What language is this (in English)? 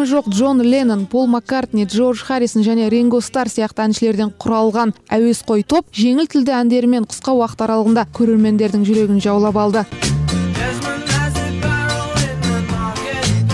Kazakh